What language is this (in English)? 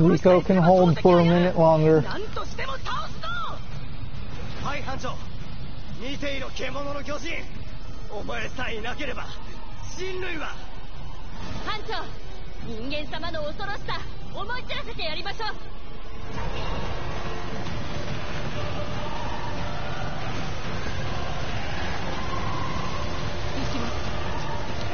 Japanese